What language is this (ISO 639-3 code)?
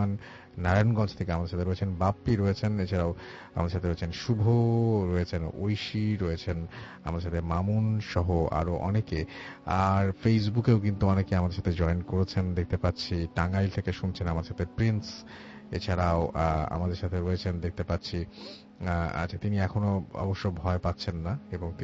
ben